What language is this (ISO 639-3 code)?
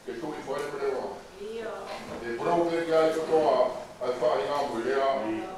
ton